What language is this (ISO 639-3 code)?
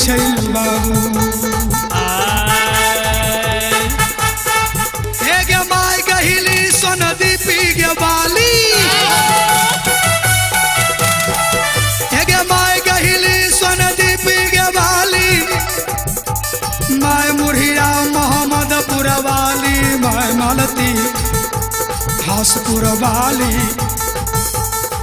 bho